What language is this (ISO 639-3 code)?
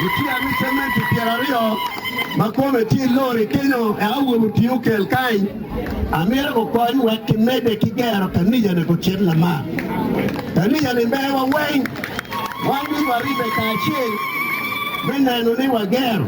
ach